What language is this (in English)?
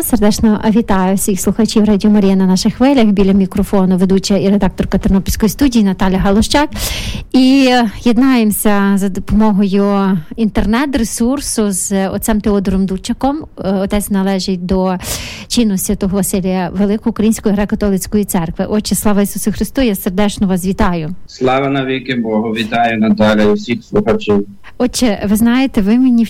Ukrainian